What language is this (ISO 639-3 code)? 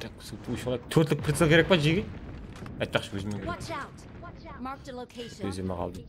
kaa